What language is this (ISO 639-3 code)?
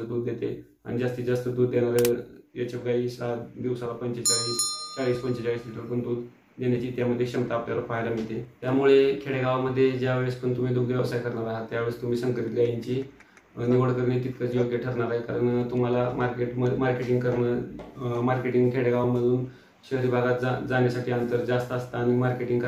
mar